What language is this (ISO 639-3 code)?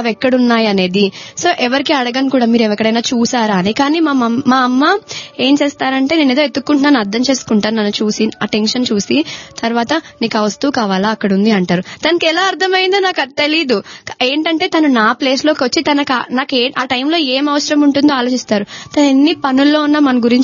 tel